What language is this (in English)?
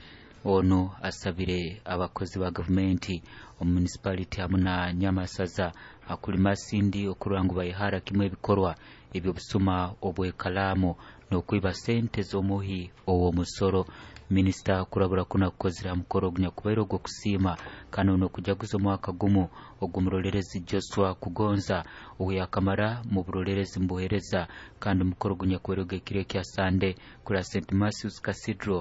Nyoro